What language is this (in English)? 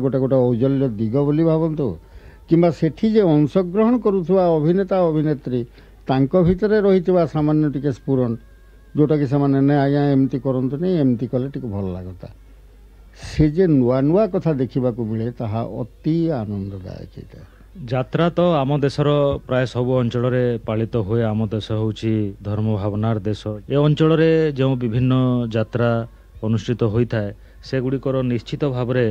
Odia